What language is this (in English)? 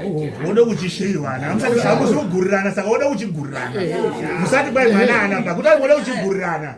Shona